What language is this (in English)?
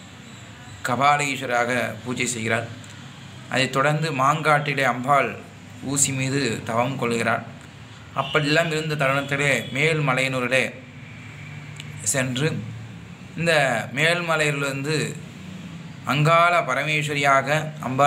Tamil